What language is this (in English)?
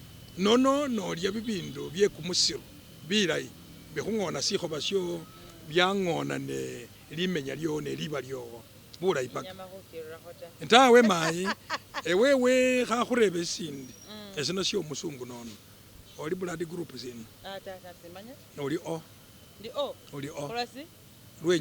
Masaaba